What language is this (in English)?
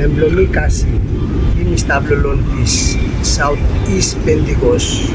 Bislama